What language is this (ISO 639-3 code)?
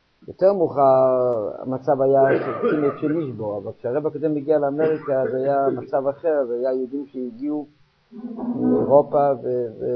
heb